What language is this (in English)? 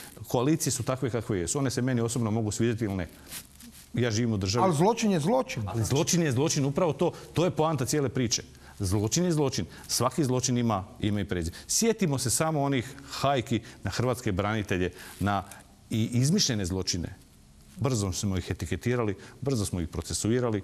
Croatian